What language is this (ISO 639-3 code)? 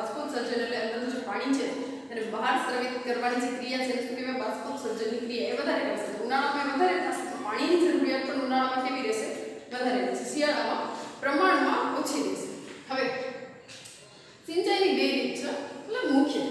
guj